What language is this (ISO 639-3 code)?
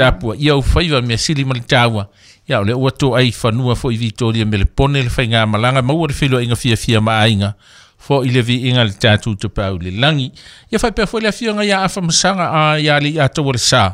smo